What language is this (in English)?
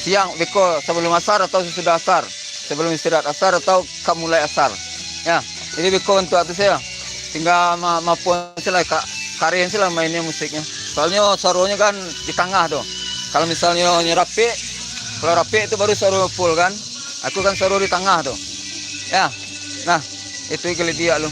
Minangkabau